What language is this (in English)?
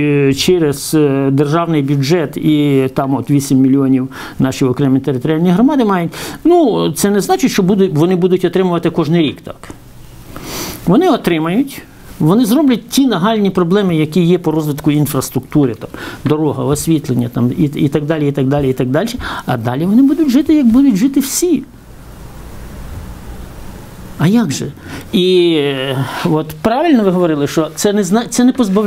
Ukrainian